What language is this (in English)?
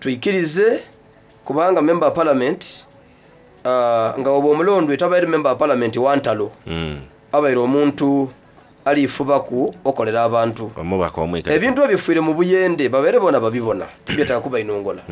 Soga